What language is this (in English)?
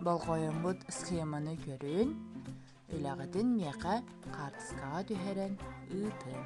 Yakut